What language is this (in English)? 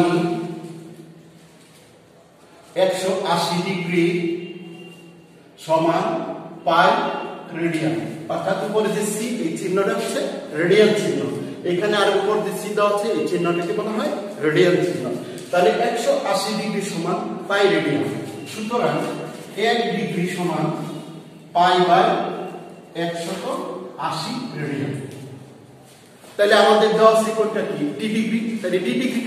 Bangla